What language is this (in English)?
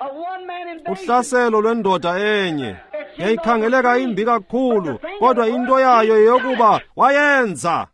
Xhosa